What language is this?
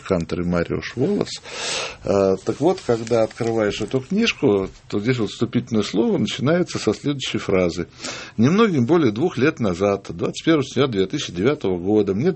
Russian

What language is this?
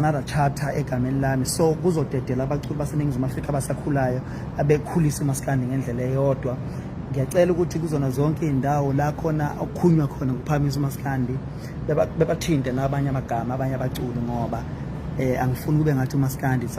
Zulu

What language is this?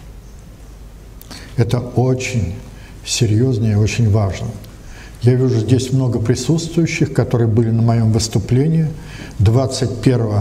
Russian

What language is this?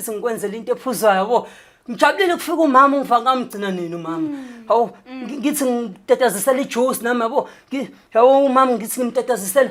Zulu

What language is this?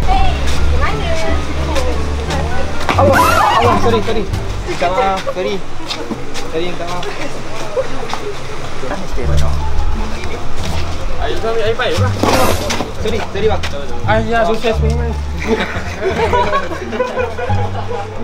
Malay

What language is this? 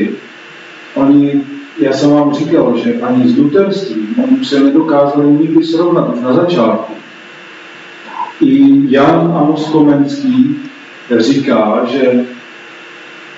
Czech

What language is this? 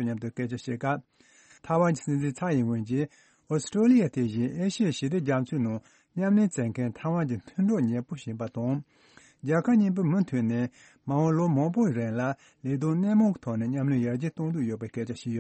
Tibetan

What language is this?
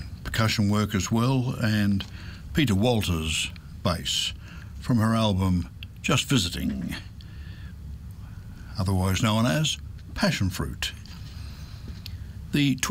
English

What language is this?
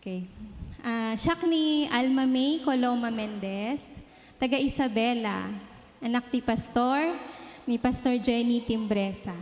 Iloko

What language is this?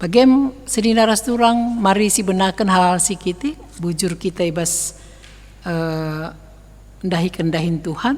Batak Karo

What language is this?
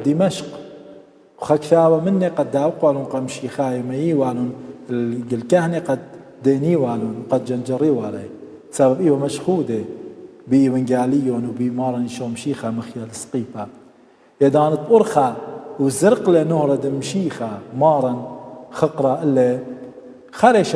Assyrian Neo-Aramaic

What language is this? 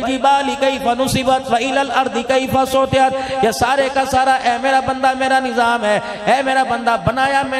Urdu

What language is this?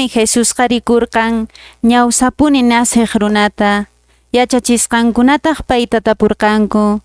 Quechua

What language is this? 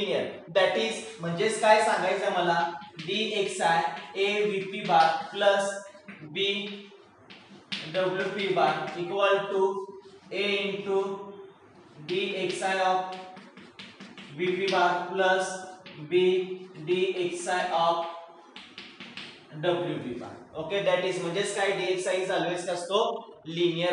Marathi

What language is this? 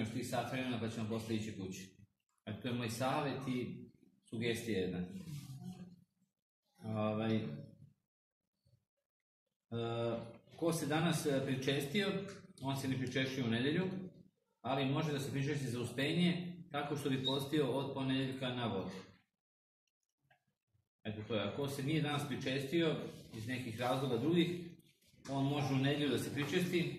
Serbian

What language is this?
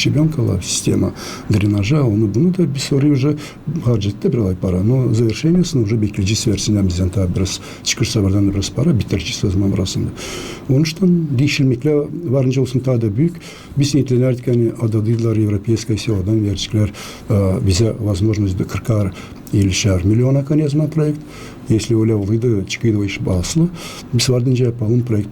Gagauz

